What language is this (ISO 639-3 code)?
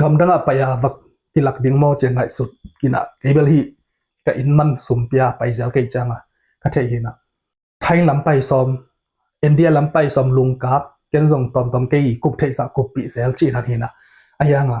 ctd